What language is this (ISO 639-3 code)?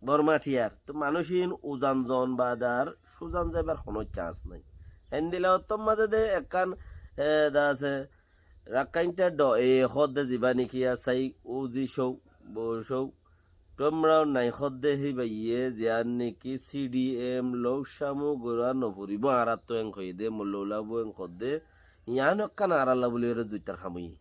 rhg